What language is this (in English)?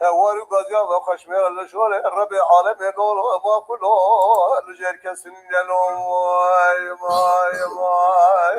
Kurdish